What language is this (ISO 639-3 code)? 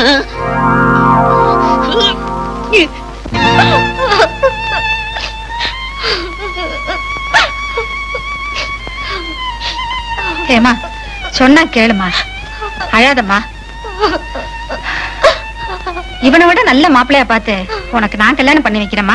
tam